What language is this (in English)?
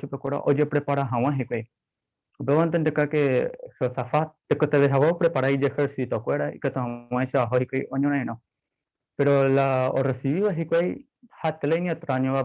Guarani